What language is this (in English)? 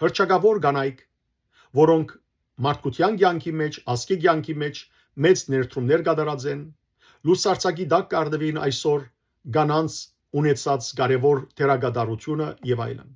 Western Armenian